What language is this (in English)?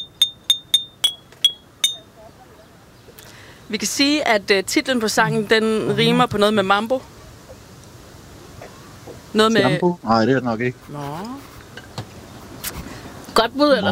Danish